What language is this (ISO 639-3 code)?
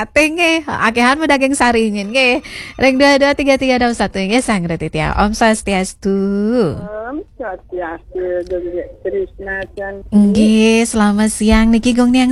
ban